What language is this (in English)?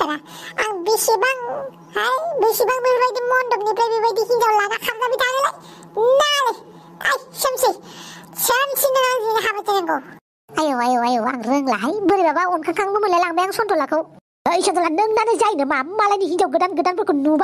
Bodo